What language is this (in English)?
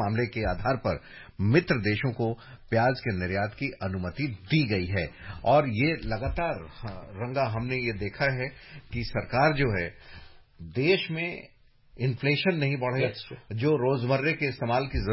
Hindi